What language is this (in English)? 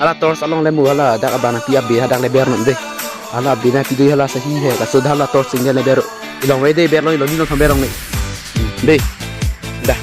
Karbi